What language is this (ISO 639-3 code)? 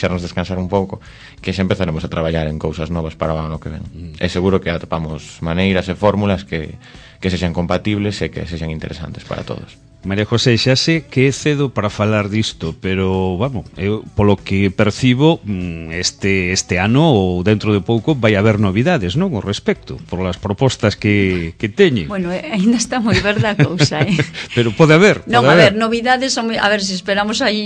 glg